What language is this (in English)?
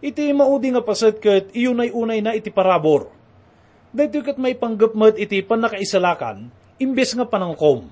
Iloko